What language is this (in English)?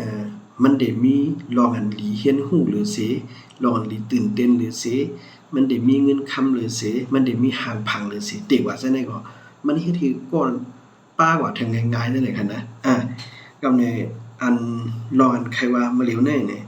Shan